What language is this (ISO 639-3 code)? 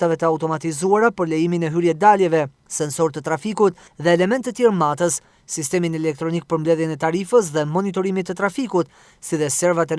sqi